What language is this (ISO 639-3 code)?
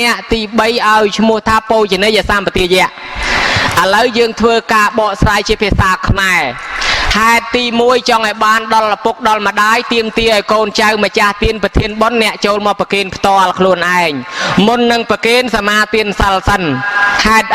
khm